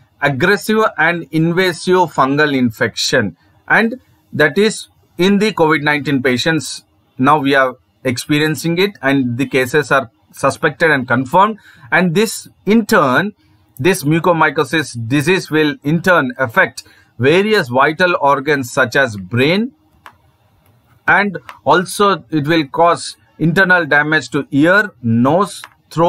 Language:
English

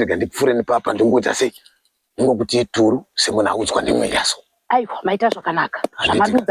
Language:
Shona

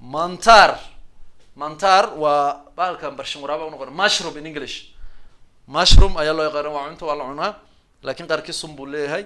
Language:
Somali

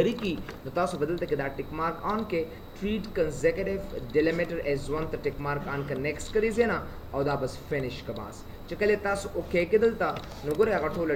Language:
Pashto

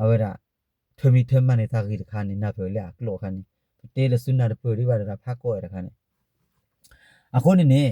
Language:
S'gaw Karen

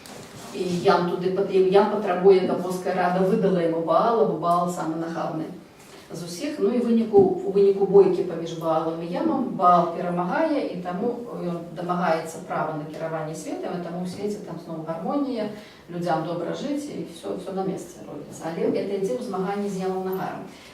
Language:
Belarusian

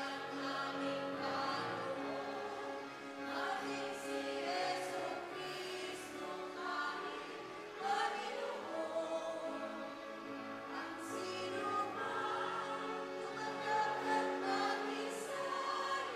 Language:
Bikol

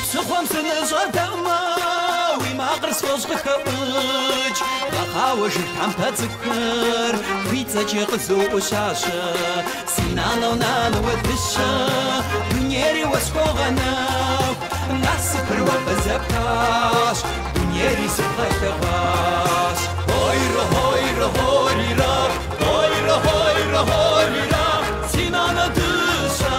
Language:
Kabardian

